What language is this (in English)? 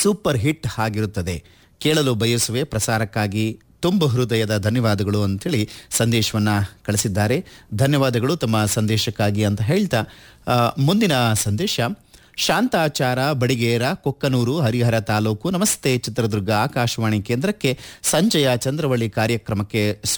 Kannada